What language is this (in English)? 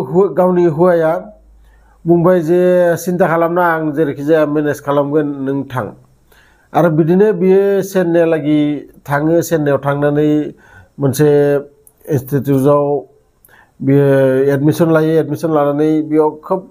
Bodo